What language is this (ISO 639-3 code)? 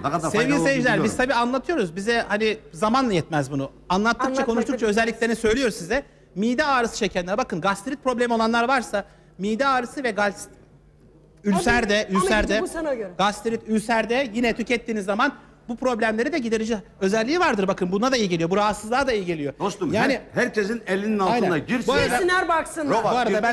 tur